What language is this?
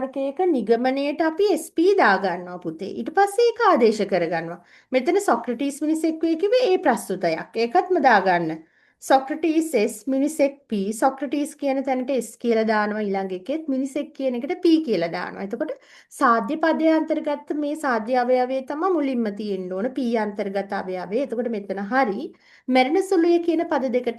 Sinhala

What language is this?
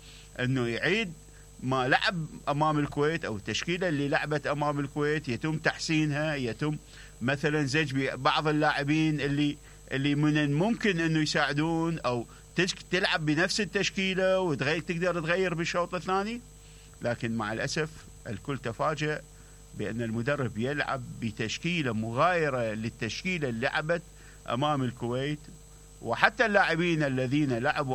Mesopotamian Arabic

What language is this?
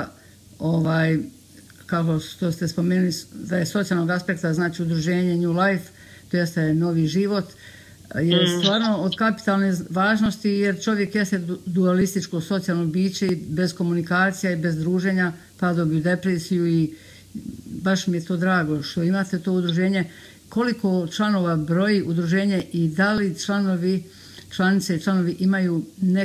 Bosnian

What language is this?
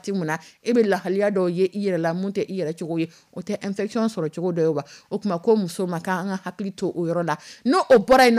Dyula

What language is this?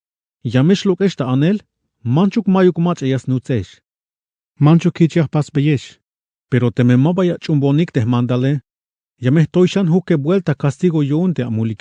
Tzeltal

